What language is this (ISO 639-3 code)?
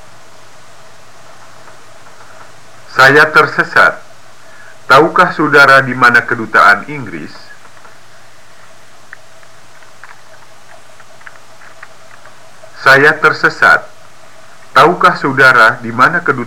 ind